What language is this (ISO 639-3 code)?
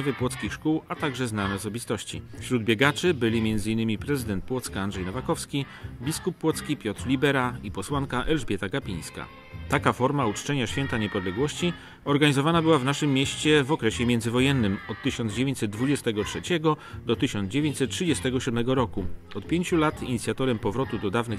pol